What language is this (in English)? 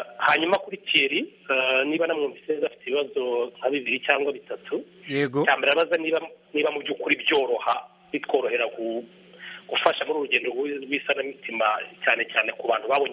Kinyarwanda